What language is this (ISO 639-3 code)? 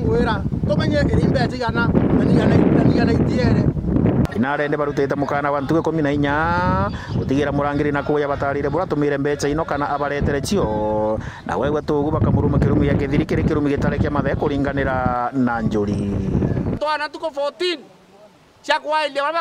mer